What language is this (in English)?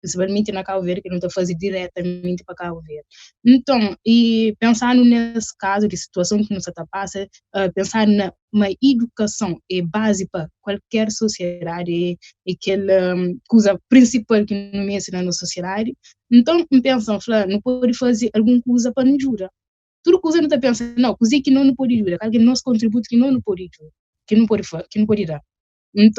Kabuverdianu